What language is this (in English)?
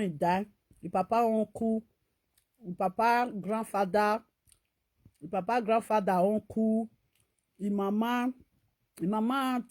Nigerian Pidgin